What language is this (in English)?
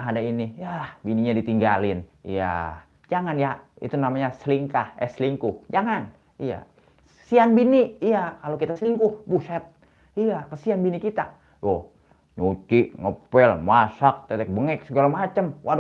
Betawi